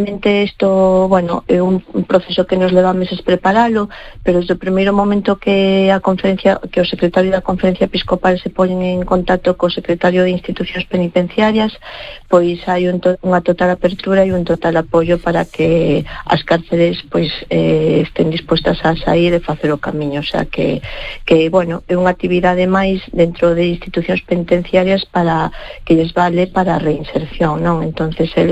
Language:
Galician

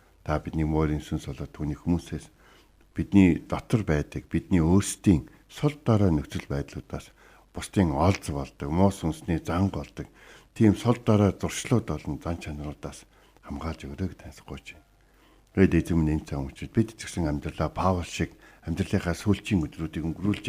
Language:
Mongolian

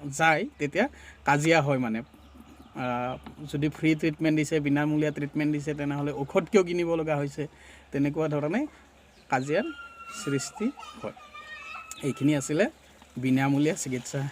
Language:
Assamese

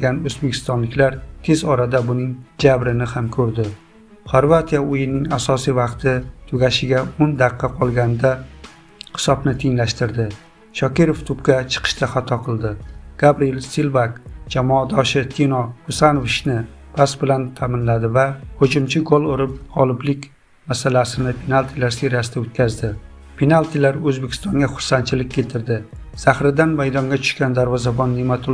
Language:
Uzbek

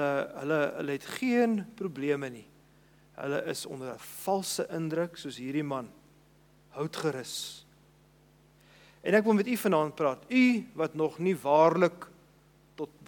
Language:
Afrikaans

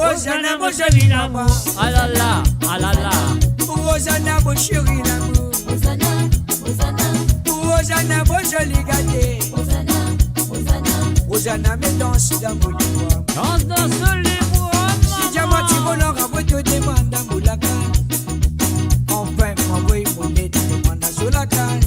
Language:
Morisyen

